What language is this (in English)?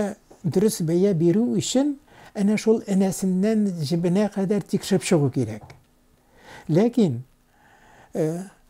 Tatar